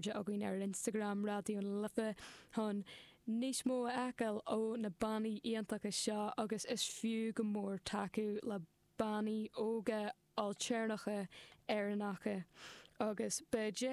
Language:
Irish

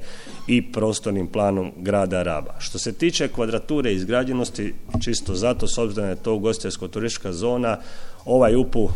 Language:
Croatian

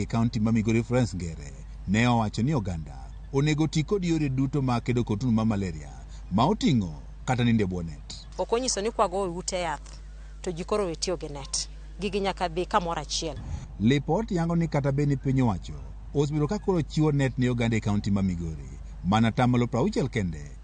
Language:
Luo (Kenya and Tanzania)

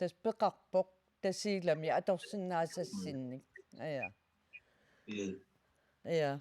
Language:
Kalaallisut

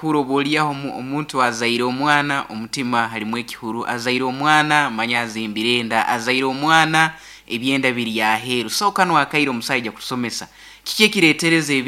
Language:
Nyoro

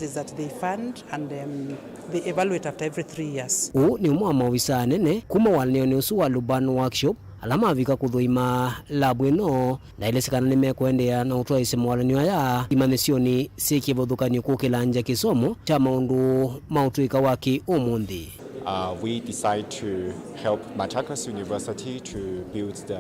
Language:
Kamba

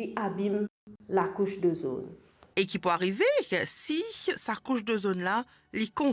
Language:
Morisyen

